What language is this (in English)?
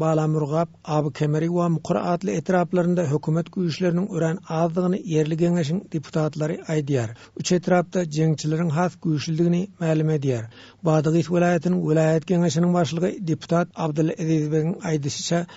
Turkmen